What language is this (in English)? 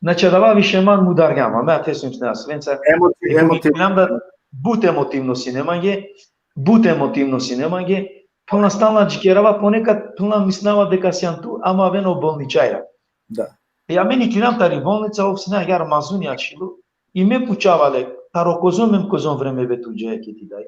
Balkan Romani